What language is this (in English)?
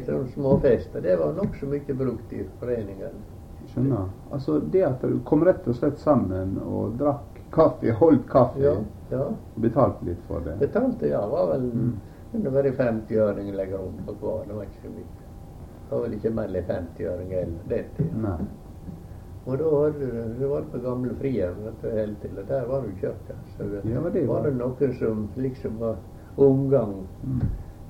Norwegian